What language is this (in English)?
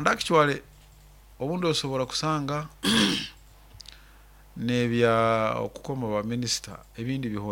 Nyoro